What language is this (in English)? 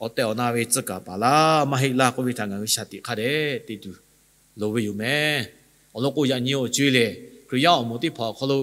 Lahu